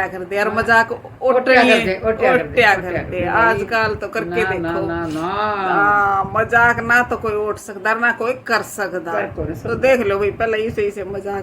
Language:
Haryanvi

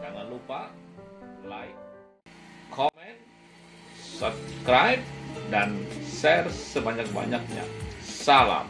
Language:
Musi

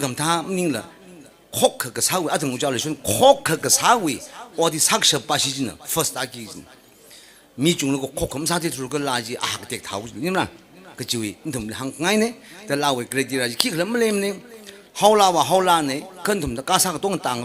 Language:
Tangkhul Naga (India)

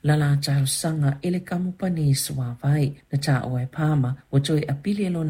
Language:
Samoan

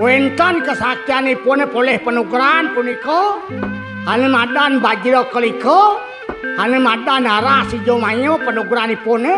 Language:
Balinese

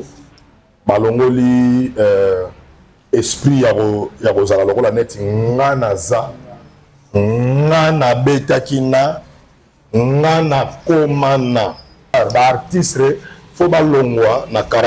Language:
Lingala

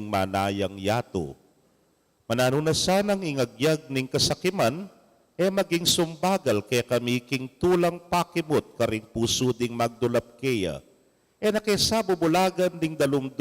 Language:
Pampanga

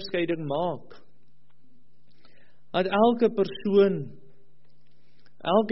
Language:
Afrikaans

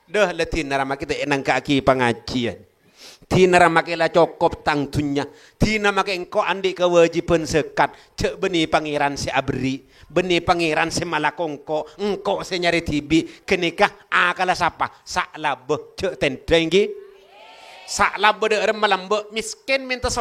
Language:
Madurese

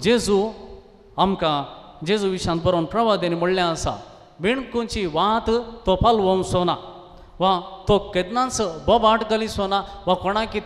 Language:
Konkani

